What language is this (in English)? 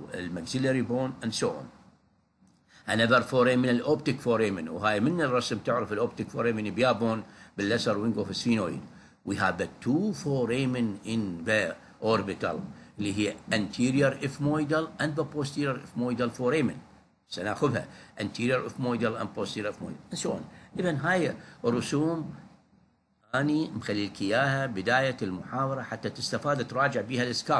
Mesopotamian Arabic